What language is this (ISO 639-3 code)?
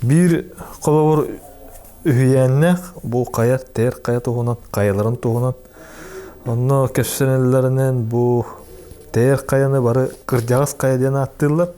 sah